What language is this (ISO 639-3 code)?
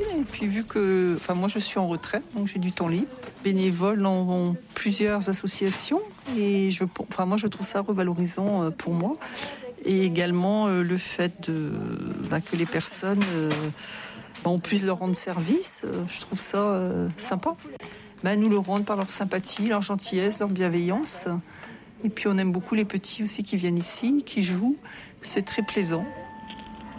fra